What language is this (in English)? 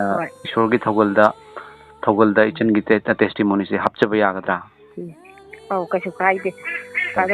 Manipuri